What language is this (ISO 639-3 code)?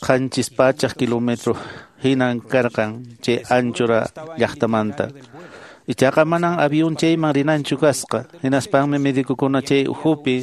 que